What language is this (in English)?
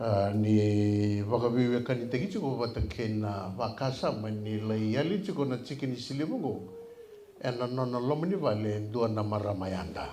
Fijian